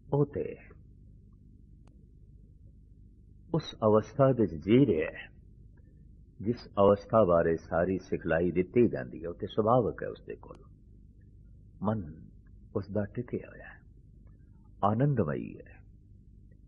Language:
Punjabi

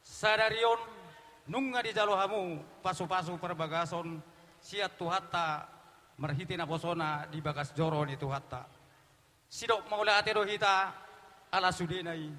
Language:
Batak Toba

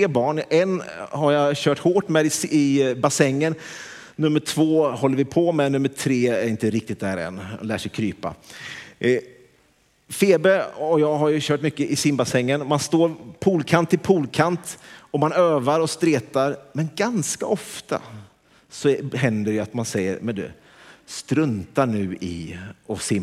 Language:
Swedish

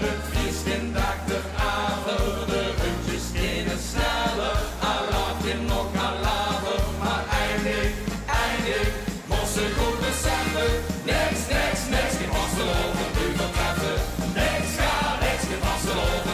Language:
Limburgish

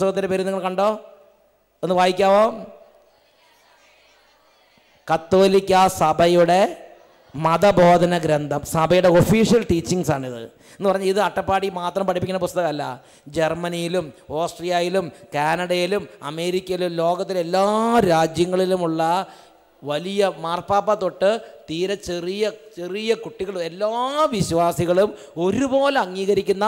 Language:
Malayalam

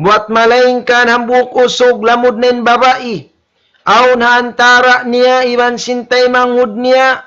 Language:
Tausug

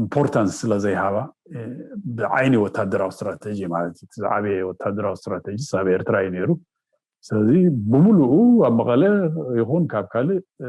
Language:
Tigrinya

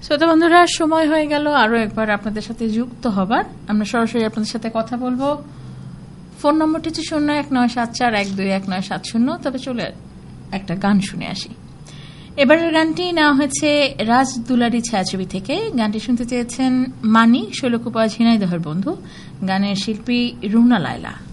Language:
Bangla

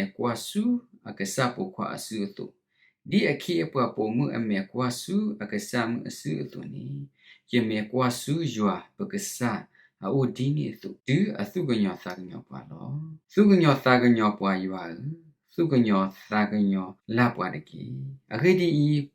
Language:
S'gaw Karen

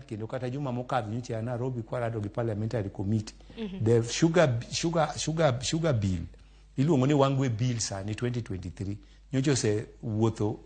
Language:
Luo (Kenya and Tanzania)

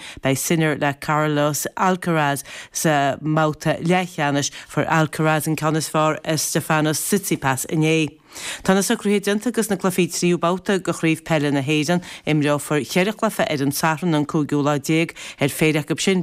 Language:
Irish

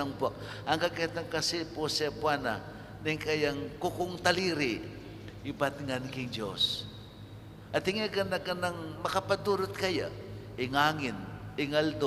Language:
Pampanga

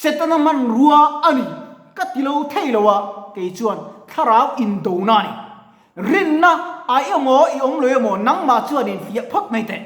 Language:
Mizo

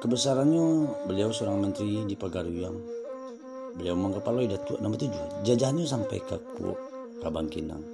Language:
Minangkabau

